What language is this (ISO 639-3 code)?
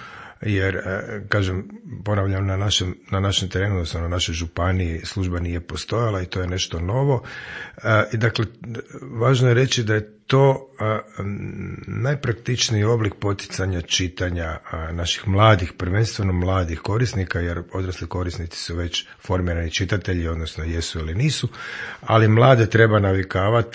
hrv